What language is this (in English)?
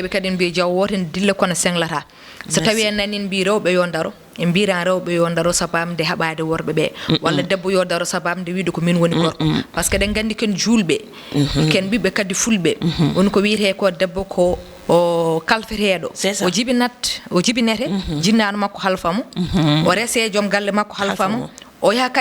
Fula